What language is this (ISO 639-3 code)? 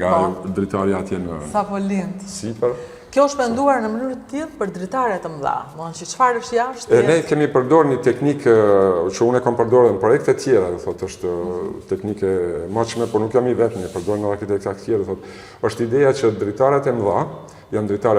sqi